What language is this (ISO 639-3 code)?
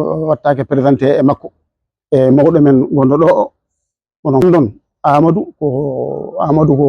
ful